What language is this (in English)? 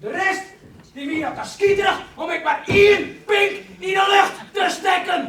Western Frisian